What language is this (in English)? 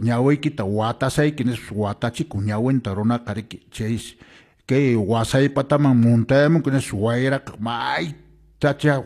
Quechua